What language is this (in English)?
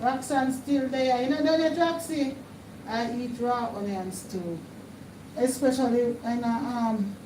Jamaican Creole English